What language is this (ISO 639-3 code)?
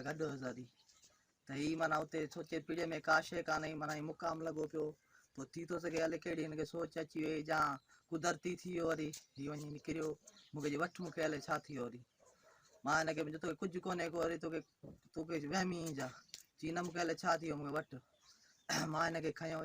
snd